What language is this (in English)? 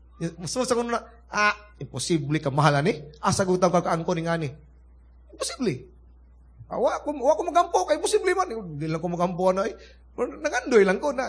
Cebuano